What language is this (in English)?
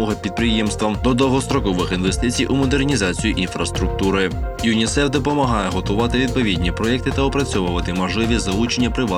Ukrainian